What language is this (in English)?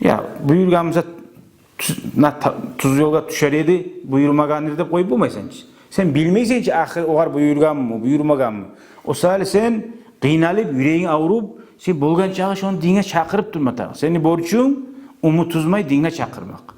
Kumyk